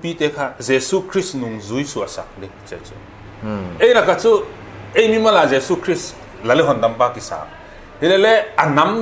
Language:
Paite Chin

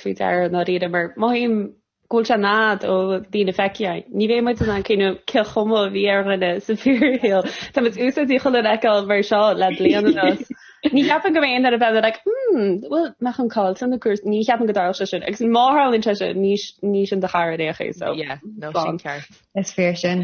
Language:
Irish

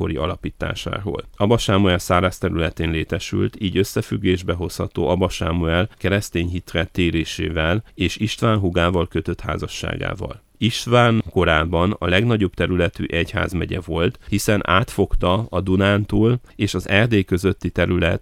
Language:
Hungarian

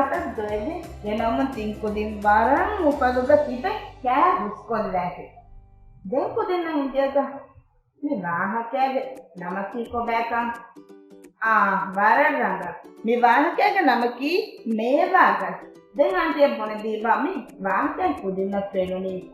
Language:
Divehi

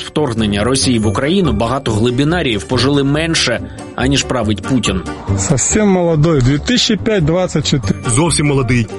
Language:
Ukrainian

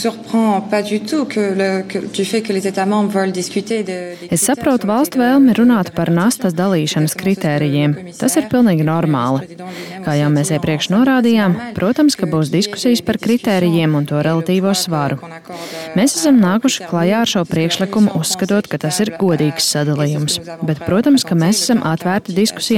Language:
Latvian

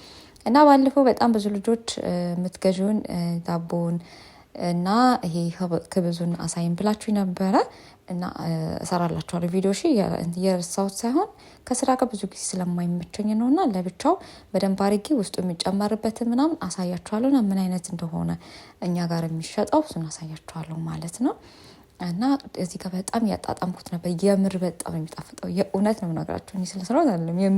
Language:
Amharic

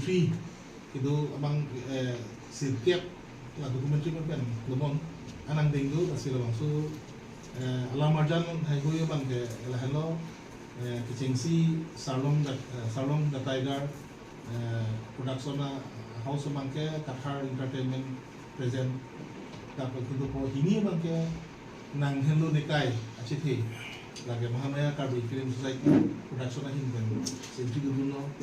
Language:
Karbi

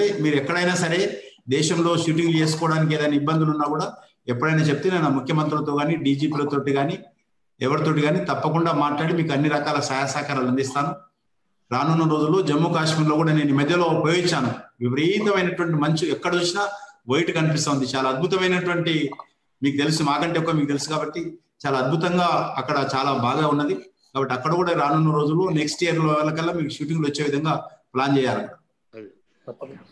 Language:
Telugu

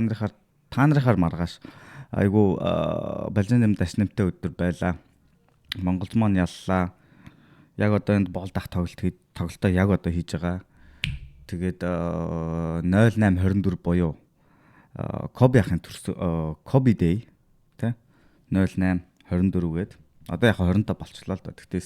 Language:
Mongolian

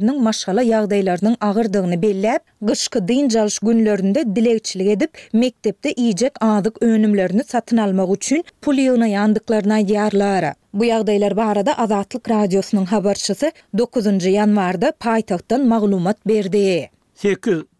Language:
Turkmen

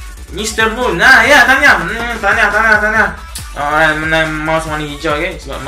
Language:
Malay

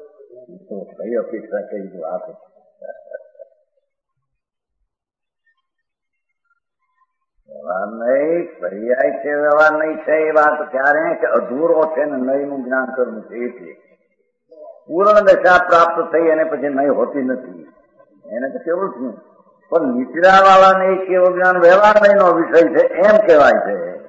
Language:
Gujarati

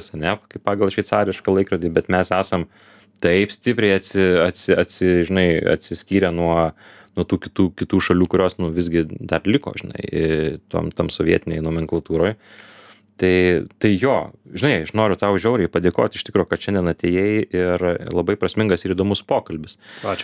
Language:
Lithuanian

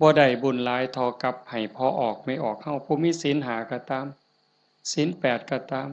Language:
Northeastern Thai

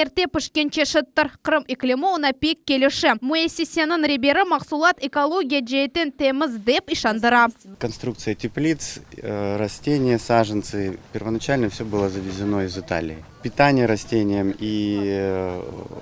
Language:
Crimean Tatar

